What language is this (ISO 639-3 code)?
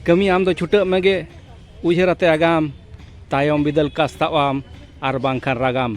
sat